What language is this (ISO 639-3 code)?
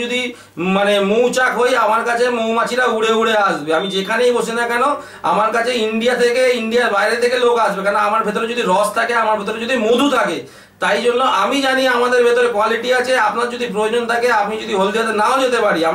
ben